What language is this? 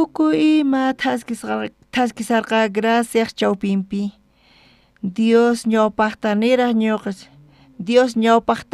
South Bolivian Quechua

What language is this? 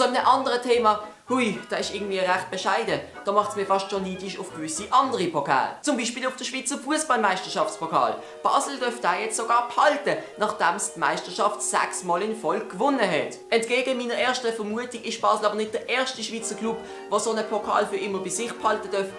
Swiss German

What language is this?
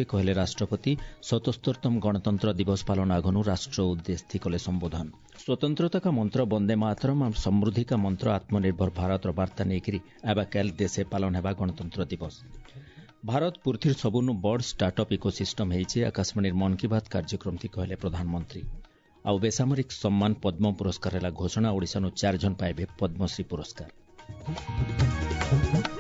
Odia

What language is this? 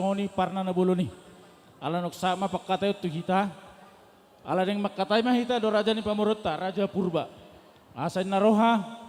Batak Simalungun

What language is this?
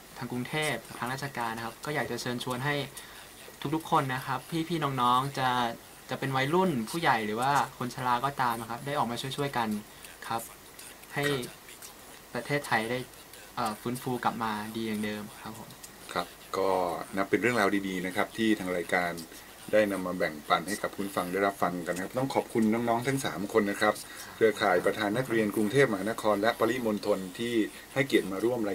Thai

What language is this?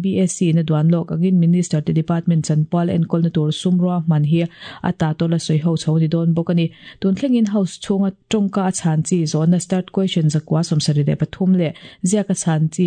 Mizo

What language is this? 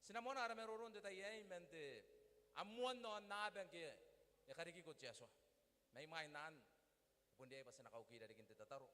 Gilbertese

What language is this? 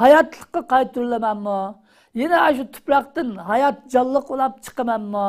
Uyghur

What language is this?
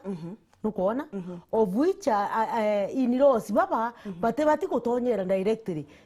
Meru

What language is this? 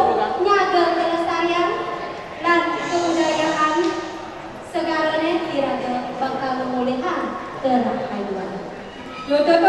Balinese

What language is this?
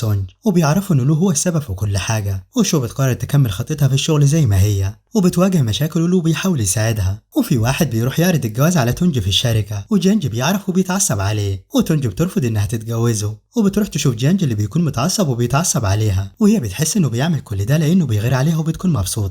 Egyptian Arabic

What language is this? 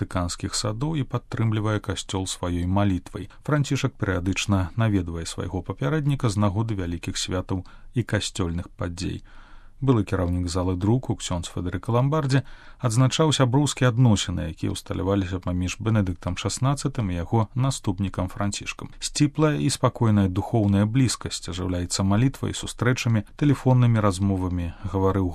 Belarusian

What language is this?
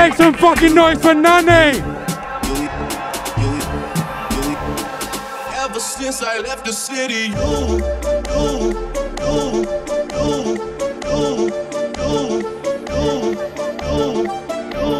English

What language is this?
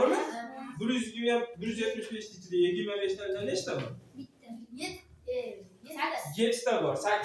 Uzbek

